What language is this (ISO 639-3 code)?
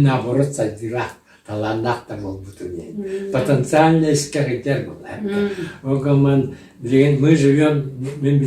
sah